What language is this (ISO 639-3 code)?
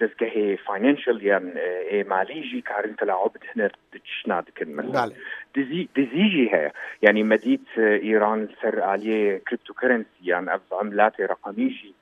kur